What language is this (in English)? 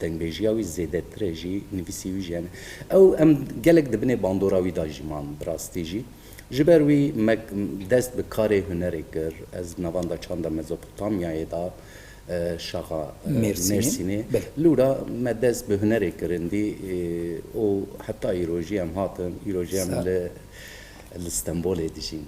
Kurdish